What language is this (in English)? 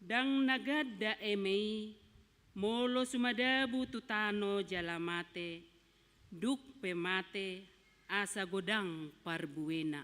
Batak Toba